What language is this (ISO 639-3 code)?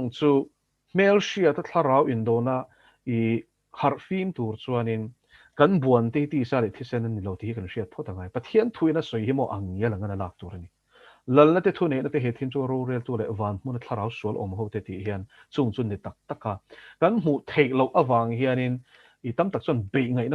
lus